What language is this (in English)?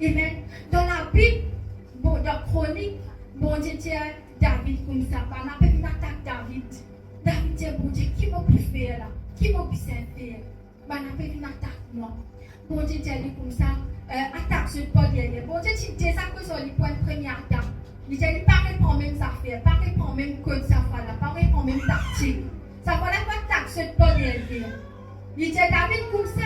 Morisyen